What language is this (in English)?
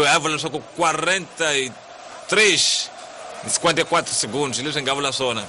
Tsonga